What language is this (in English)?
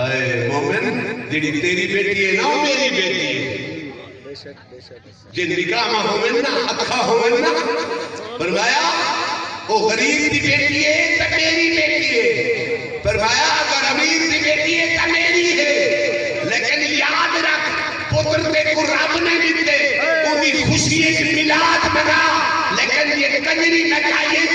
Saraiki